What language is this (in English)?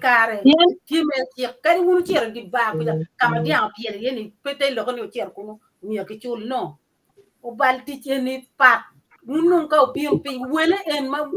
Acoli